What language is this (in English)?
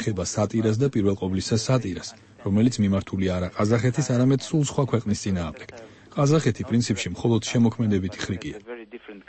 Georgian